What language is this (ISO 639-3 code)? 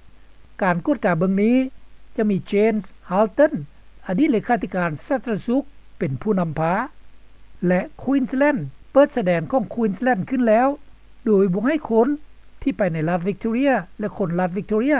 lao